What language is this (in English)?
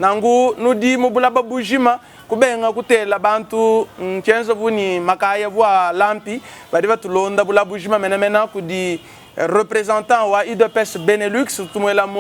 Luba-Lulua